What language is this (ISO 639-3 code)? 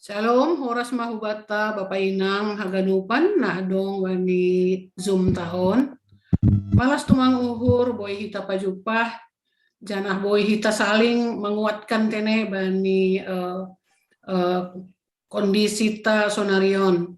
bts